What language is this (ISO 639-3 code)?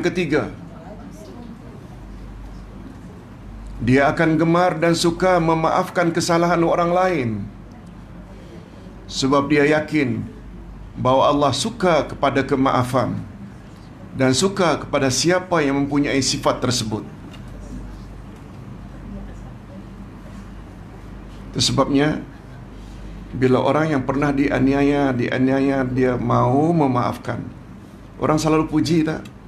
msa